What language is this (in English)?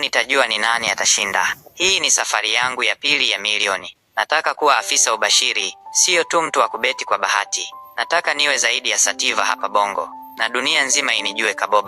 Swahili